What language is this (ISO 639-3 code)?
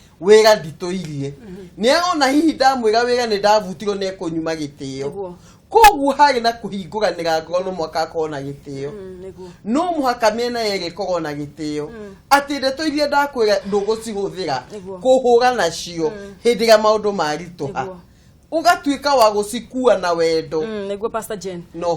kik